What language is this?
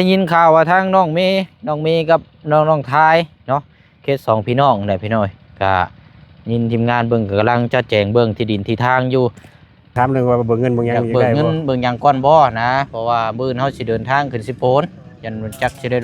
Lao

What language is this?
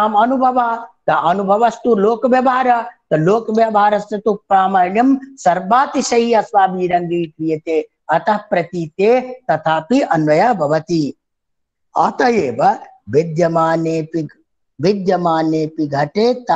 Sanskrit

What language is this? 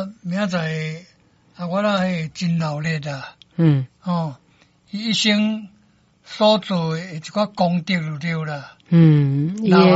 Min Nan Chinese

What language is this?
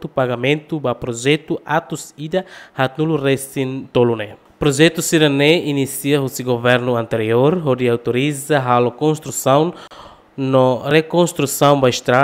Tetum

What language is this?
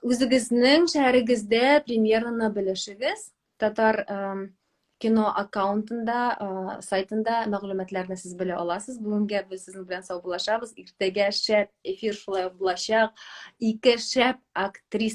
Tatar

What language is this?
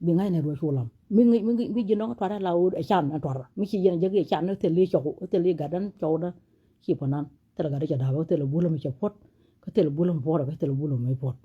Nuer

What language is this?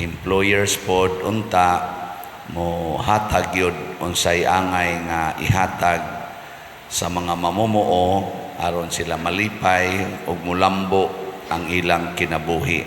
Cebuano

